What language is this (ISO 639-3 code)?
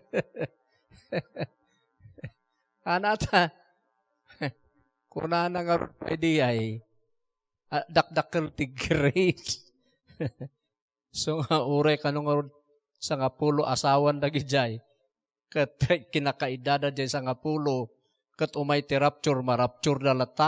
ilo